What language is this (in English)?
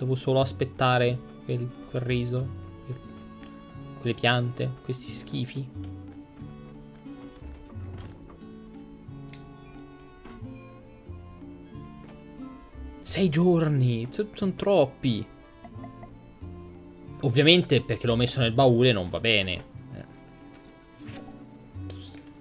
Italian